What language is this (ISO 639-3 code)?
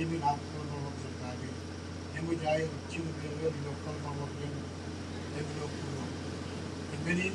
mah